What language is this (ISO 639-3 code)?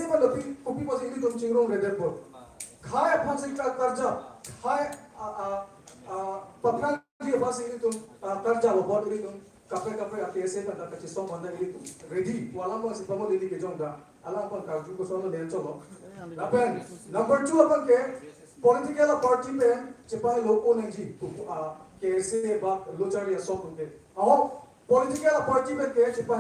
mjw